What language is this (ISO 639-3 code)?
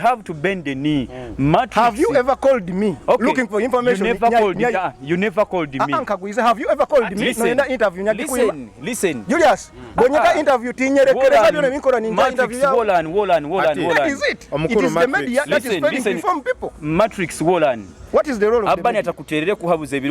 nyo